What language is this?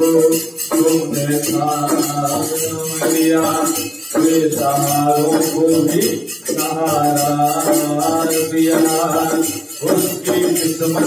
Hindi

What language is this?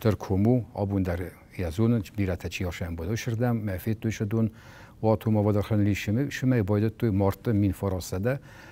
Ossetic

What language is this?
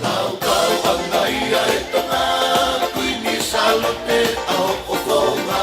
Tongan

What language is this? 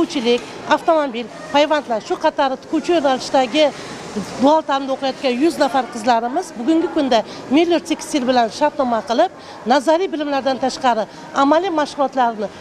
Uzbek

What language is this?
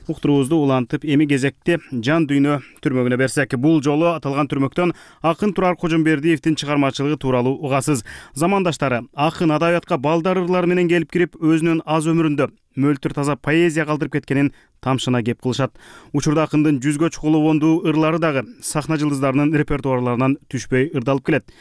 Kyrgyz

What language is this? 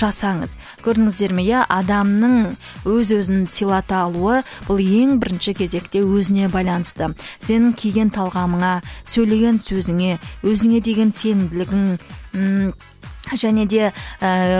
Kazakh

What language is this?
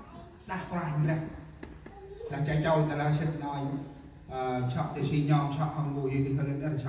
Central Mnong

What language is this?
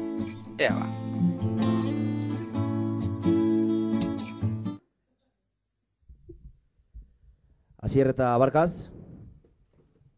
Basque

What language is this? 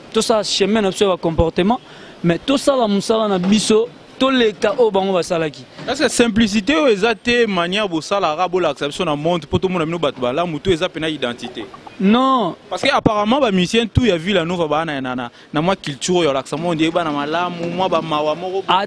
Lingala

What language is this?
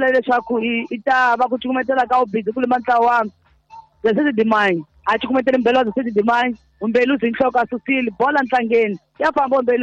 Tsonga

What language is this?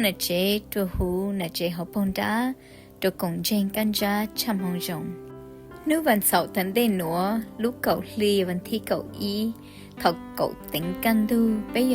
Hmong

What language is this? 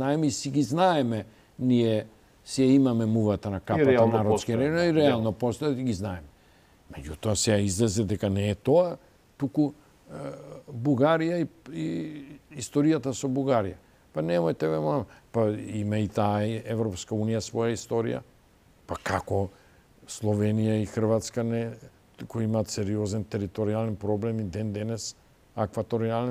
Macedonian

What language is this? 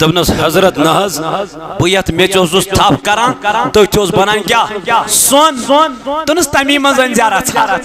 Kashmiri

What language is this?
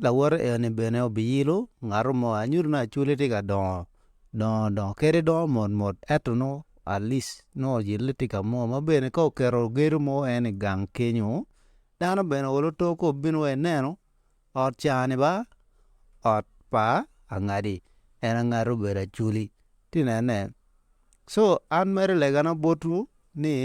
Acoli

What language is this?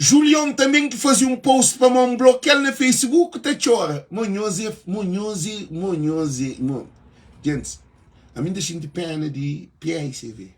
Kabuverdianu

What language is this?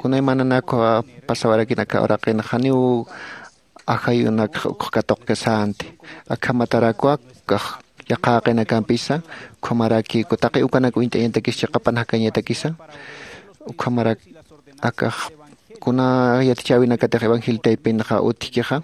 Aymara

